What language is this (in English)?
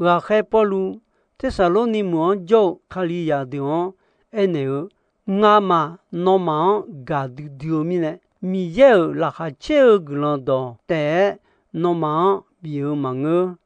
Akha